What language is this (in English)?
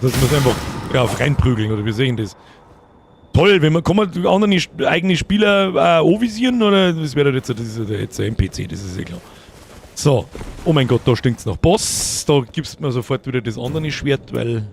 Bavarian